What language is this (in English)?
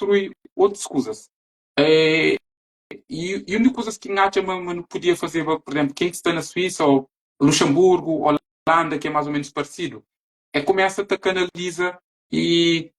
Kabuverdianu